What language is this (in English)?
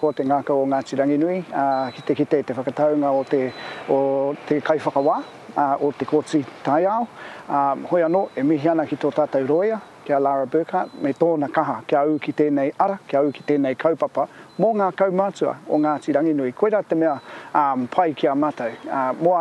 Māori